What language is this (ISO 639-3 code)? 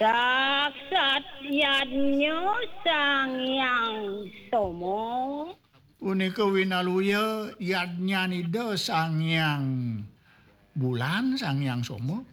ban